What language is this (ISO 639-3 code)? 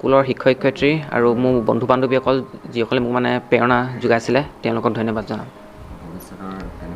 asm